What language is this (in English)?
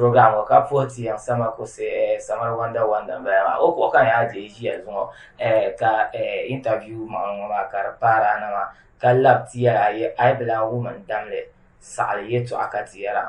Dagbani